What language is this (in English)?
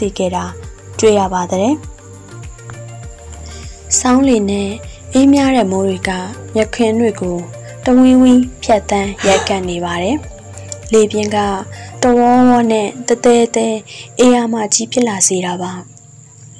Burmese